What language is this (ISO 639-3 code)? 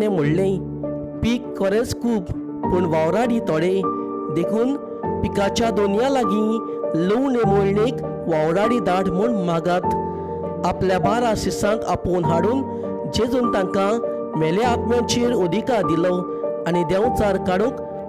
kok